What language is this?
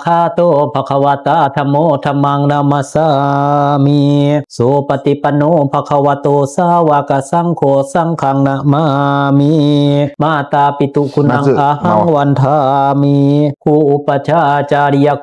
Pali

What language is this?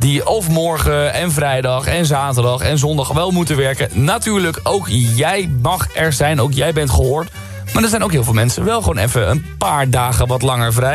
Dutch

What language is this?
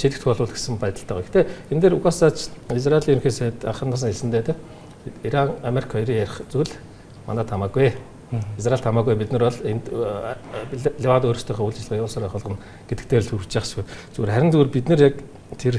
Mongolian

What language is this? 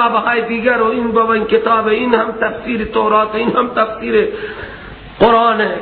Persian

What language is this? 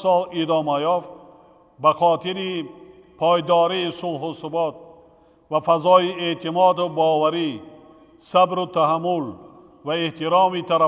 Tajik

